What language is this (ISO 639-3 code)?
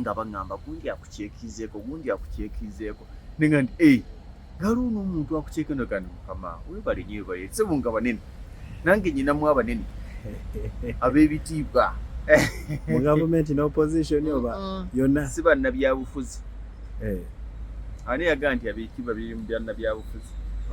lug